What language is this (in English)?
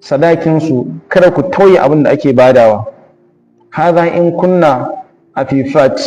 Hausa